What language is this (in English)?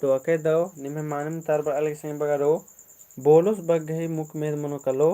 Kurukh